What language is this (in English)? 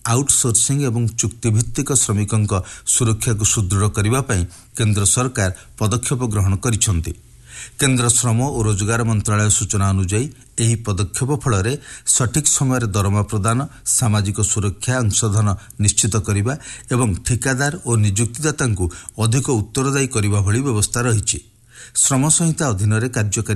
Odia